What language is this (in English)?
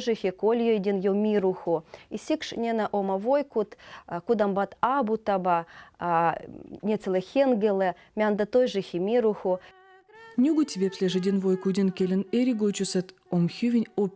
Veps